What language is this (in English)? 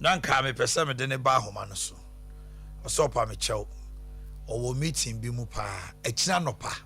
Akan